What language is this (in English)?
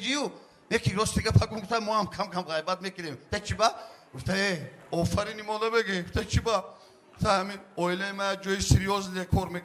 Tajik